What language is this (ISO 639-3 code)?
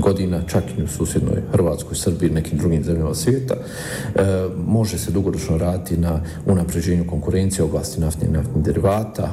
bos